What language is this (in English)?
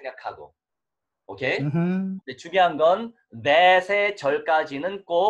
Korean